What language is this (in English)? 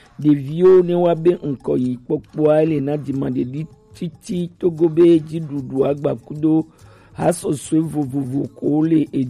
Gen